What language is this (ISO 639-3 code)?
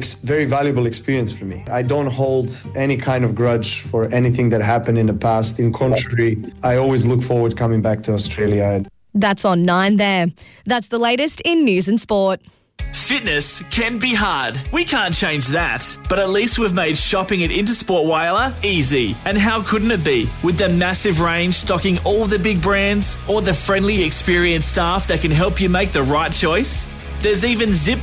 eng